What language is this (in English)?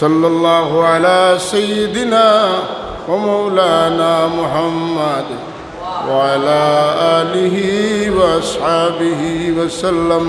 Sylheti